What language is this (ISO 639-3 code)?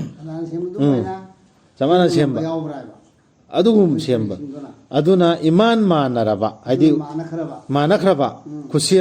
mni